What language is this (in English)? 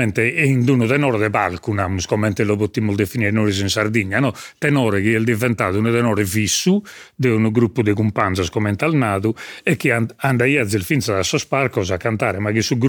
Sardinian